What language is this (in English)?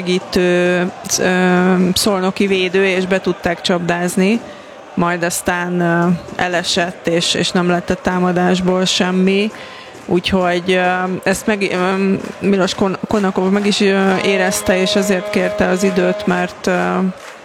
Hungarian